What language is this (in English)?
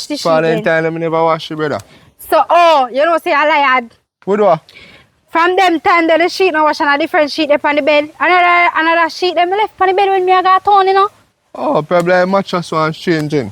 Jamaican Creole English